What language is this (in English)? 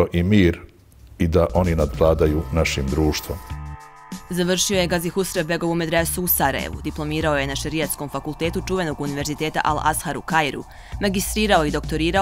Bosnian